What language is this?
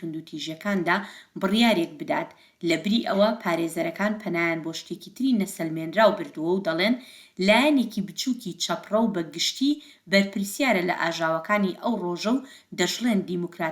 Central Kurdish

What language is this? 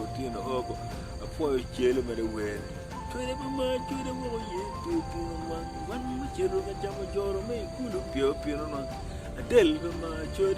Acoli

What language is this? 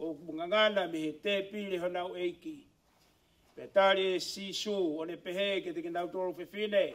Tongan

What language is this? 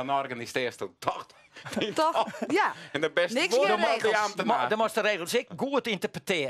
Western Frisian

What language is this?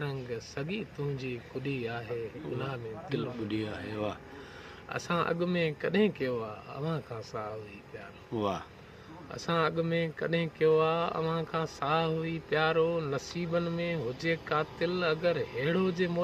Sindhi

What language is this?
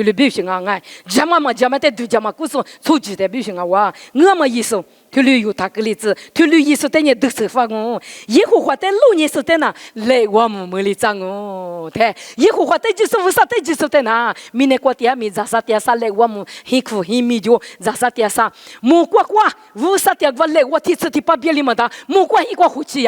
Lisu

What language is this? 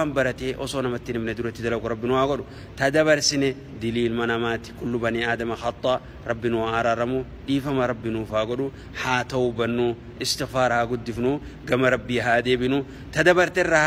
Oromo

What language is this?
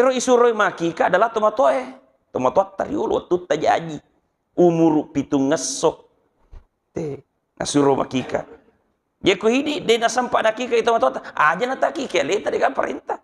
Buginese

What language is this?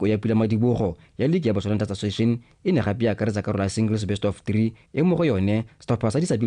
Tswana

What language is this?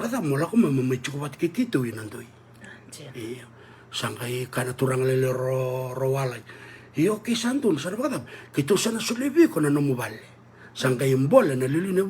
Fijian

